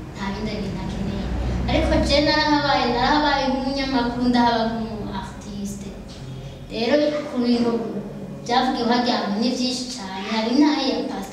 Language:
Rundi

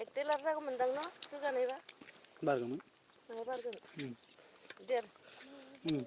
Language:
Bodo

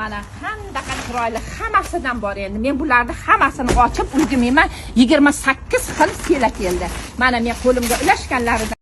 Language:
Uzbek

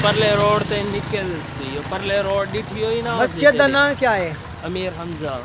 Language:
Saraiki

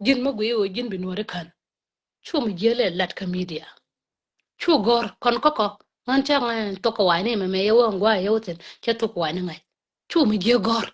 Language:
Nuer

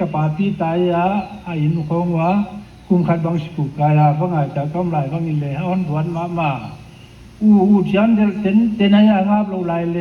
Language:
Paite Chin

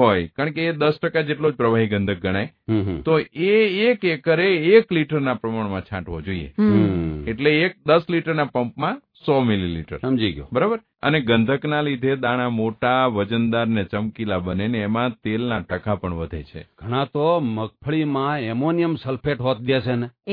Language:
Gujarati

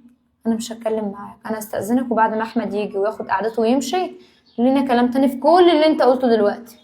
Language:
Egyptian Arabic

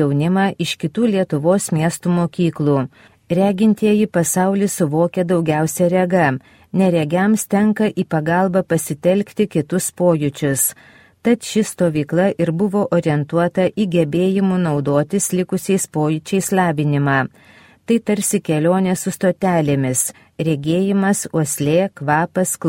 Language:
Lithuanian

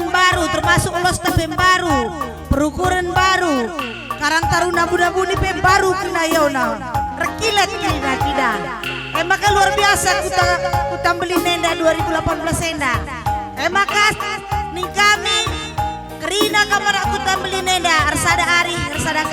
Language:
Batak Karo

